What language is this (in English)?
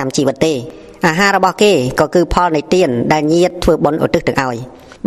Khmer